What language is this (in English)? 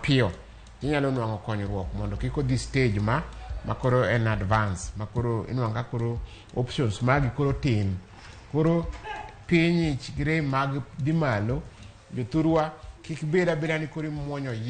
Luo (Kenya and Tanzania)